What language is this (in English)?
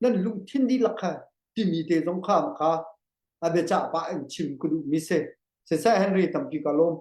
Hakha Chin